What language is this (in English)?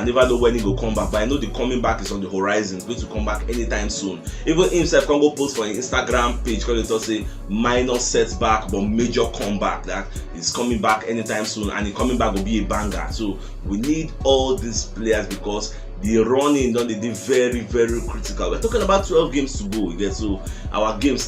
Nigerian Pidgin